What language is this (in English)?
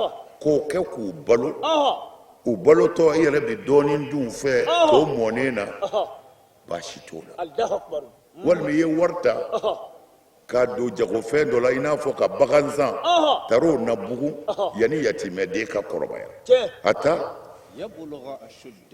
Bambara